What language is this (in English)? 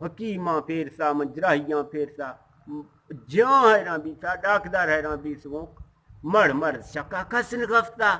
Eastern Balochi